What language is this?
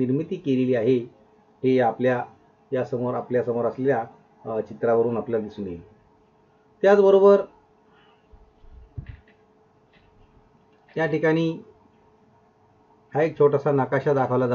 Marathi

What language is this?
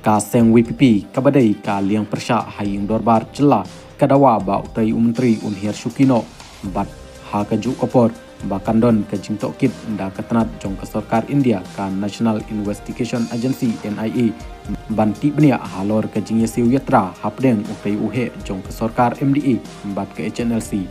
Khasi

